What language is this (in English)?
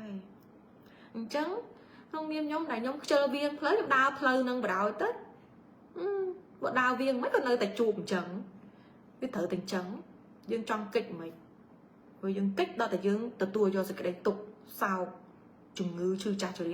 Khmer